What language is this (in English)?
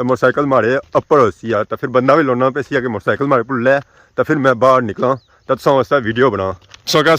Pahari-Potwari